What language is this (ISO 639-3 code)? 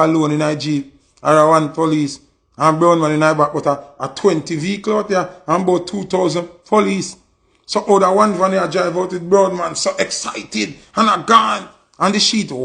jam